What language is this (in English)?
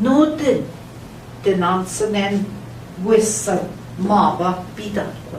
Central Ojibwa